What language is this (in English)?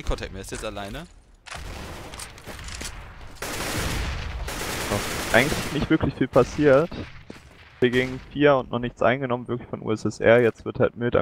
German